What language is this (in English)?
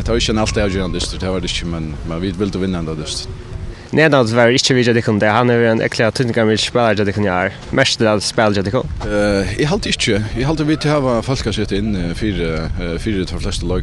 Faroese